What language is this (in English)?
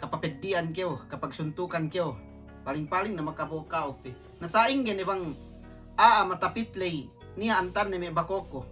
Yakan